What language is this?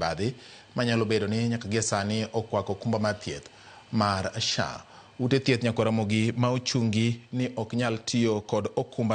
Luo (Kenya and Tanzania)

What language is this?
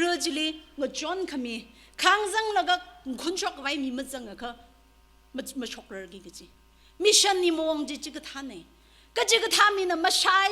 Tangkhul Naga (India)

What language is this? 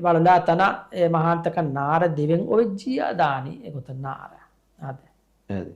Divehi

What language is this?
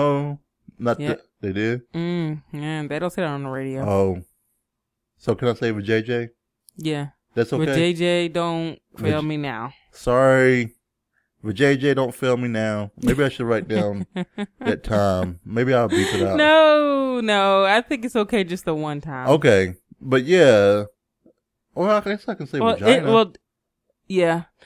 English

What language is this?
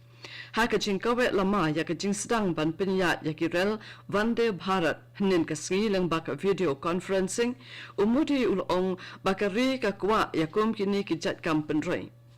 Khasi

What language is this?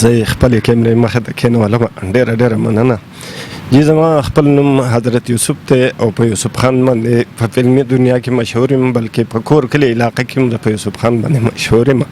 Pashto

